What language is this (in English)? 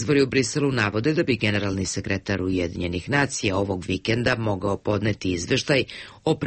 Serbian